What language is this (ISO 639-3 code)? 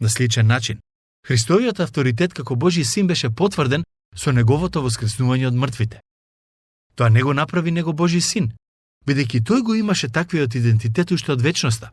mkd